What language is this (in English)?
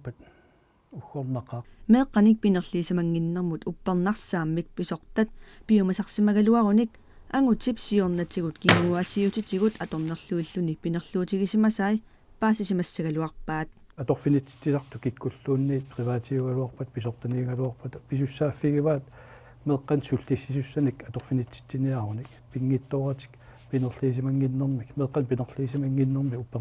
Kalaallisut